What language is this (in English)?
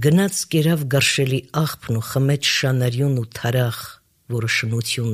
Armenian